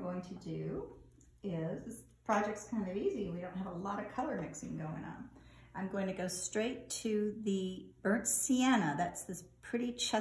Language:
English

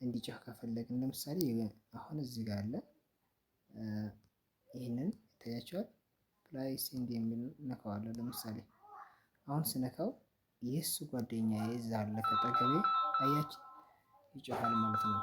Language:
Amharic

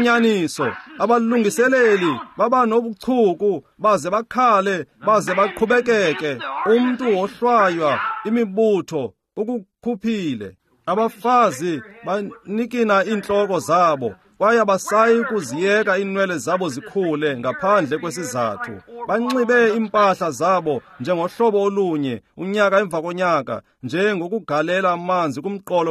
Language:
Xhosa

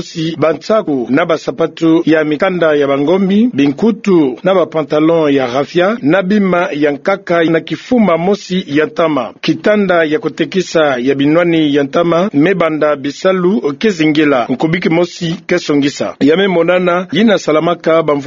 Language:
Kituba (Democratic Republic of Congo)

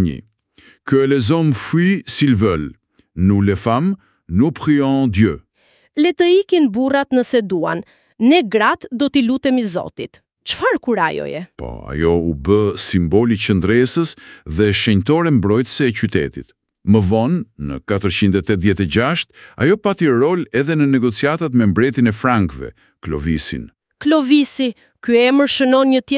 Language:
Albanian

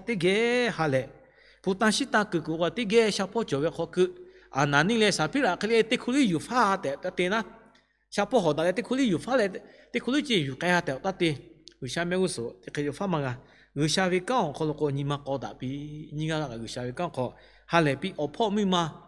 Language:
Lahu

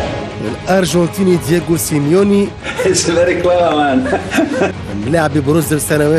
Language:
Tunisian Arabic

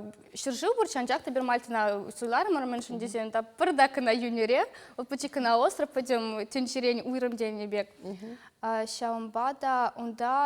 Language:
Chuvash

